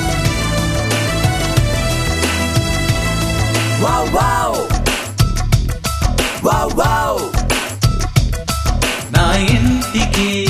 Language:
Telugu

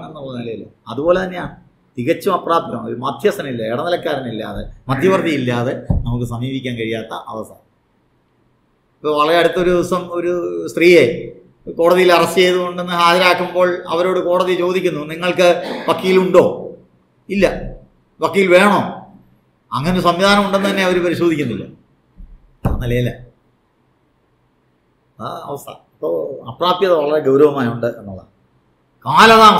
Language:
Malayalam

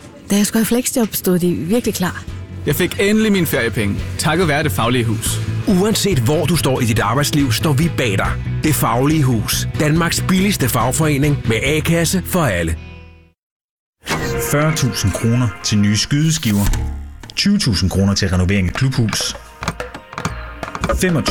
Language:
Danish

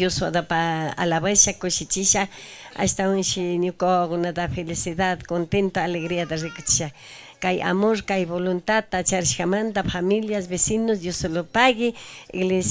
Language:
Chimborazo Highland Quichua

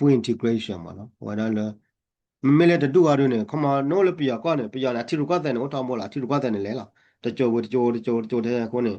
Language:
S'gaw Karen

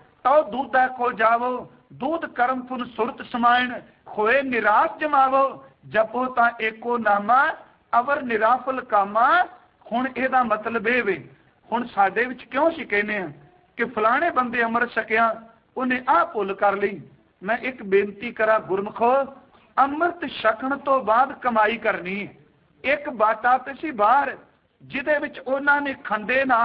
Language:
Punjabi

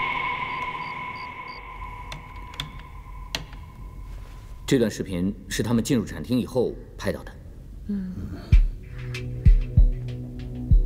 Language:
Chinese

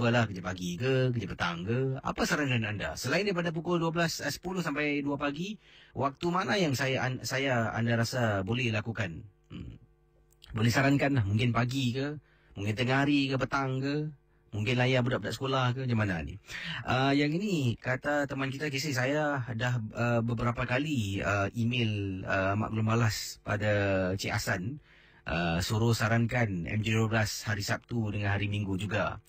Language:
Malay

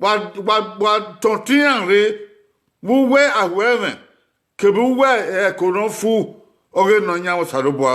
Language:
Bini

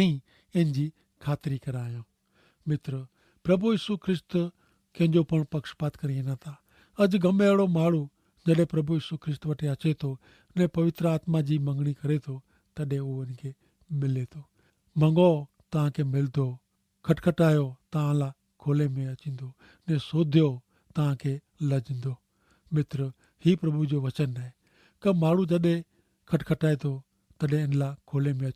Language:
Kachhi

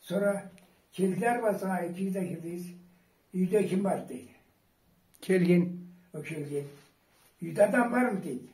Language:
Karachay-Balkar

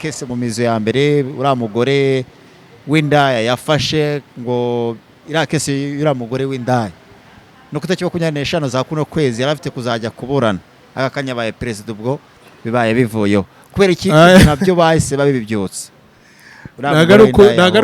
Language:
Kinyarwanda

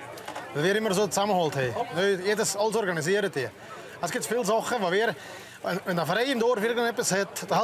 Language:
Swiss German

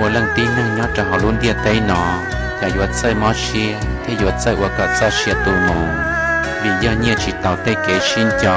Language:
Hmong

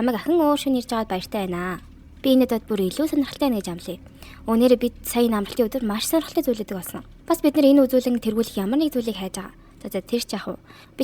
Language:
Mongolian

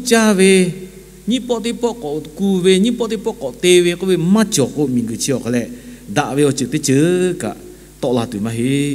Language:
Lahu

